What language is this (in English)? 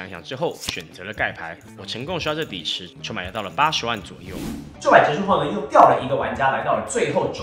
Chinese